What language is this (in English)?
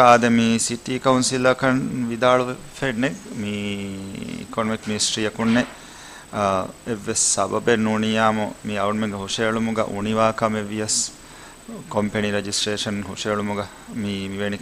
Divehi